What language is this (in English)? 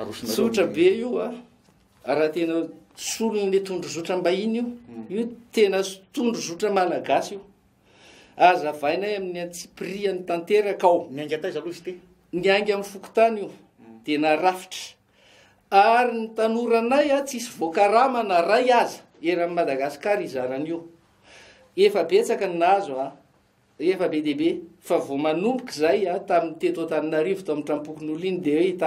Malagasy